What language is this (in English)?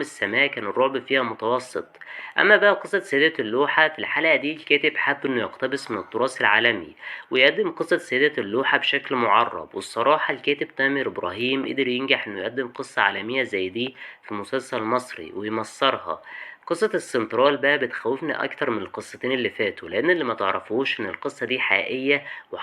Egyptian Arabic